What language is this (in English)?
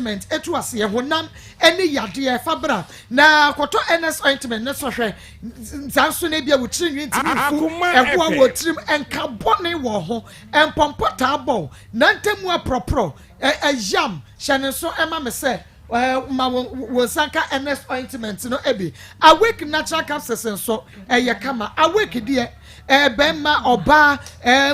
Akan